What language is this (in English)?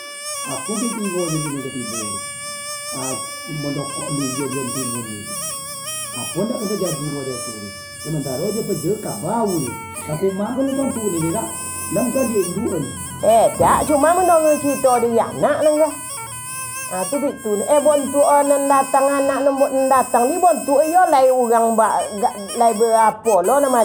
Minangkabau